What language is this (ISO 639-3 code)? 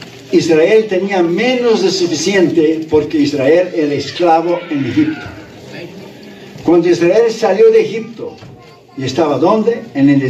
spa